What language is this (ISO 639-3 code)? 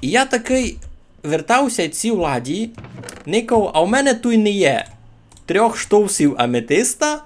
rue